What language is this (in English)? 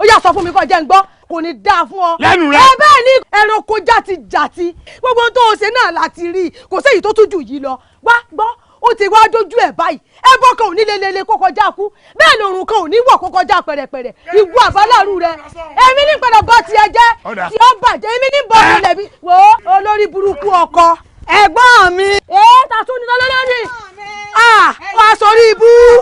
Yoruba